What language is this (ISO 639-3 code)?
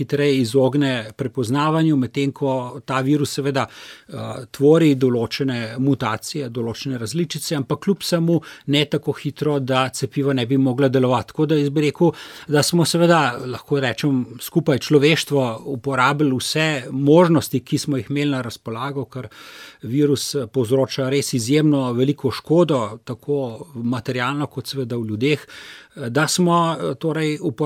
slv